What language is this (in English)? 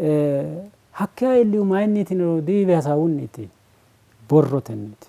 Sidamo